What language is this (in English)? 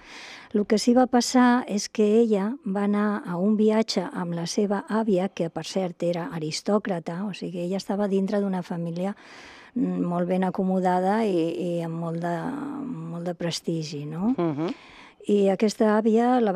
Catalan